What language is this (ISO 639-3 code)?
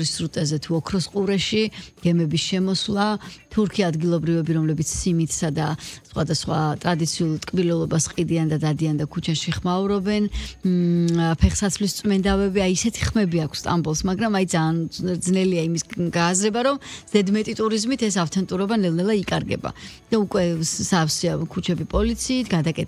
kat